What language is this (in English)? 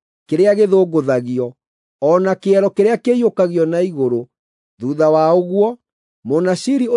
Kikuyu